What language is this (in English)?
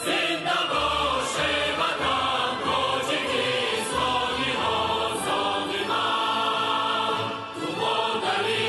Tajik